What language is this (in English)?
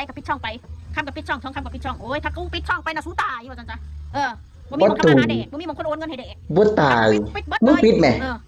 Northeastern Thai